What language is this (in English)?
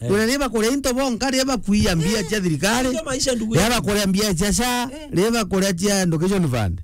Meru